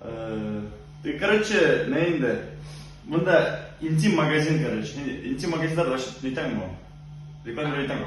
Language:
Bashkir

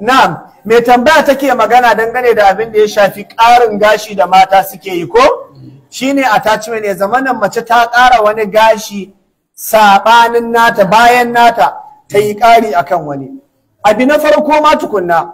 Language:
Hausa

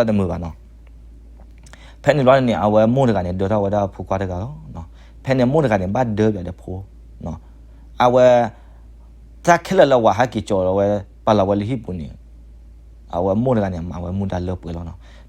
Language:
S'gaw Karen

